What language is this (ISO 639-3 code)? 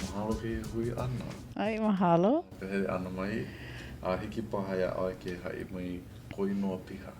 haw